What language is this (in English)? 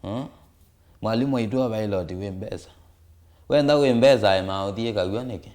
Kamba